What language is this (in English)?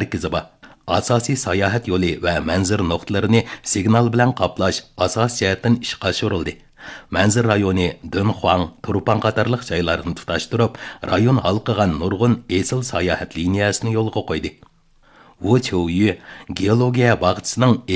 Uyghur